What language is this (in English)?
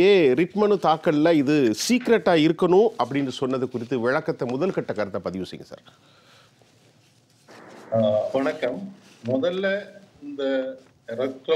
Tamil